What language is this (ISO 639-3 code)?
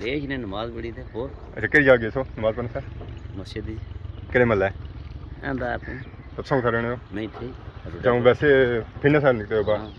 phr